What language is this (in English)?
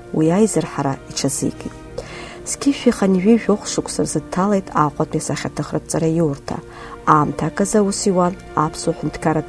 Abkhazian